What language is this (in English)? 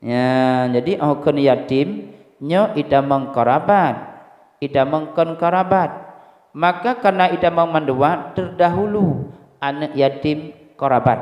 Achinese